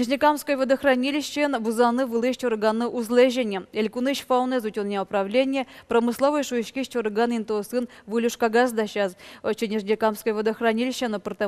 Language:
Udmurt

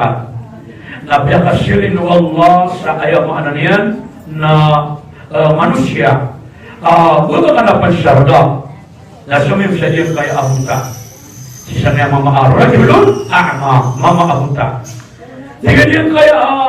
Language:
Maranao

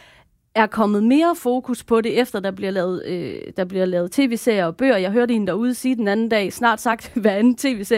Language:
Danish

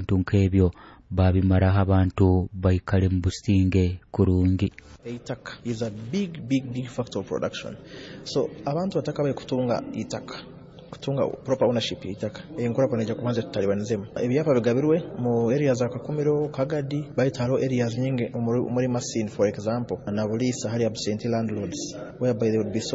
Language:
Nyoro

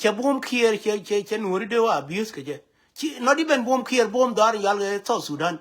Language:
Nuer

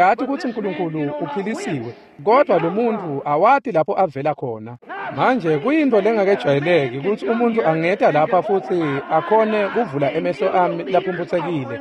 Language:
Swati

